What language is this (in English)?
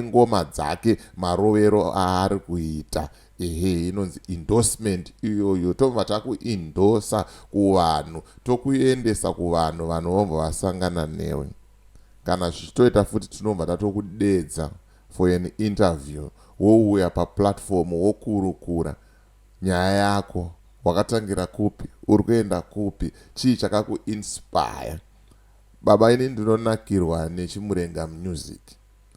Shona